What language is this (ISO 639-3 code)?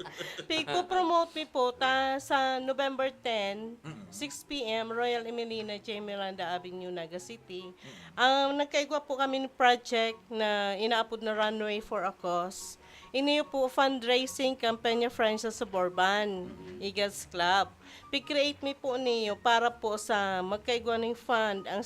bik